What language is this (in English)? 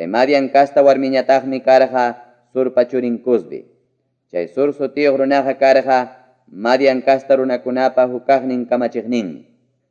Ayacucho Quechua